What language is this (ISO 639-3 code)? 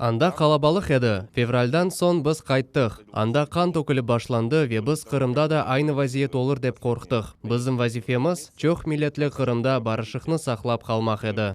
crh